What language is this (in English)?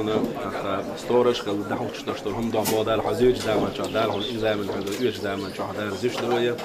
Chechen